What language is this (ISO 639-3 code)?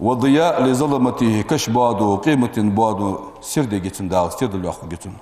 inh